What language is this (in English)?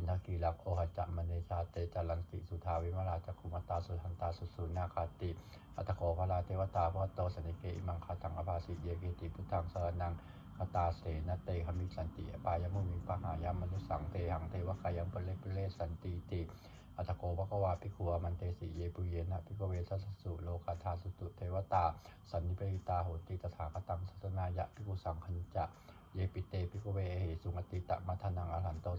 Pali